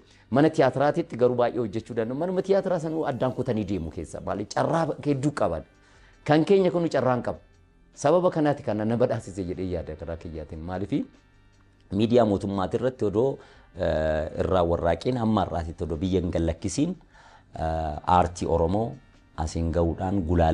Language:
Oromo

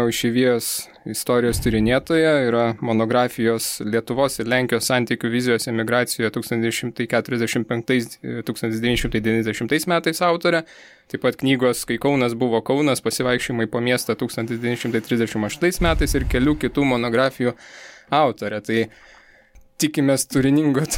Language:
Lithuanian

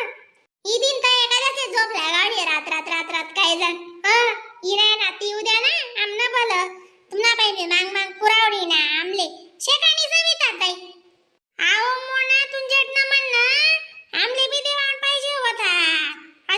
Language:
Khandesi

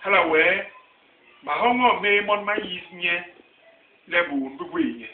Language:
Basaa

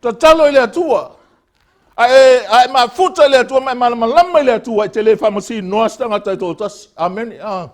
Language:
Samoan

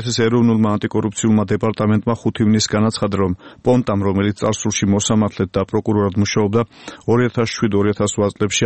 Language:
Georgian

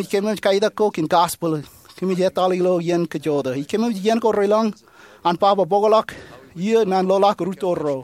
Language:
Marshallese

